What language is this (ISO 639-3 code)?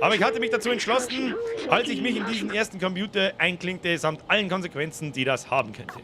bar